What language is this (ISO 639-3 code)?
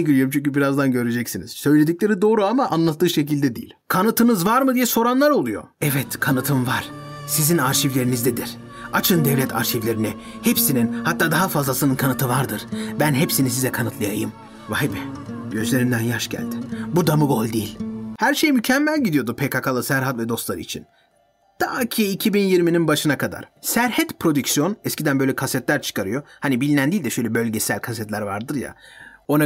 tur